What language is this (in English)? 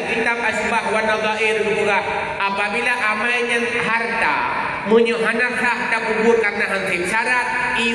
Achinese